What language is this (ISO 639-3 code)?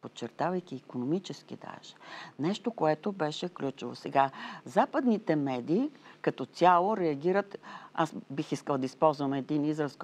bul